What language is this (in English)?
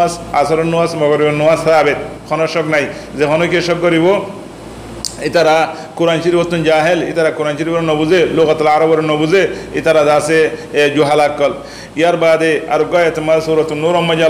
Rohingya